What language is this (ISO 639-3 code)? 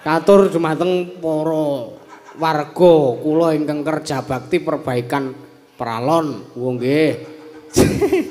jav